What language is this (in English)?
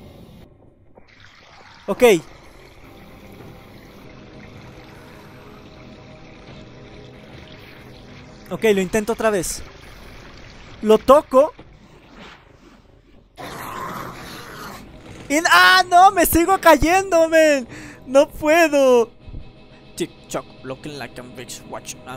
Spanish